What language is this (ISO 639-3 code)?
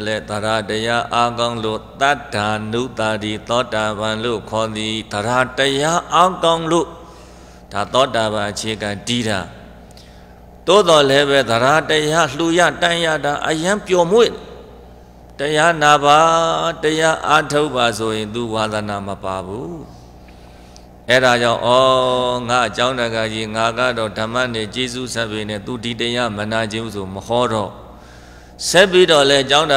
mya